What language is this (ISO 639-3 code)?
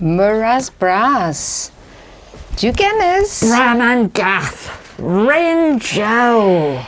cor